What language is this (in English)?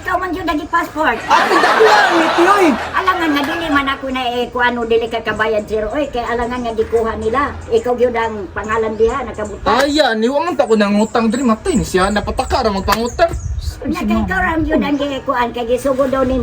Cebuano